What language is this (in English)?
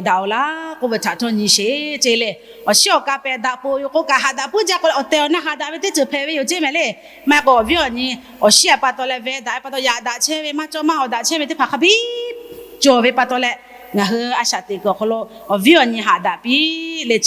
Lahu